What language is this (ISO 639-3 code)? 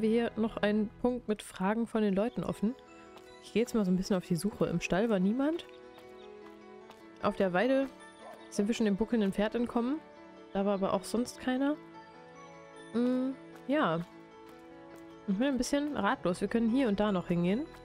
deu